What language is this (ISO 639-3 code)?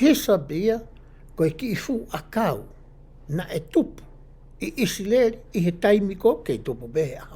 ton